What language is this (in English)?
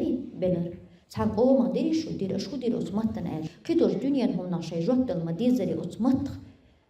Chechen